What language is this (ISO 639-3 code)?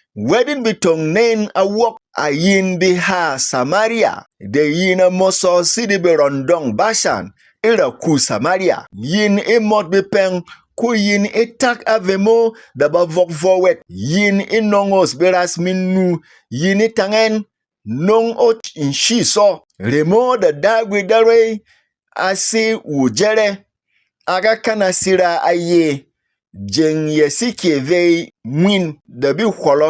bom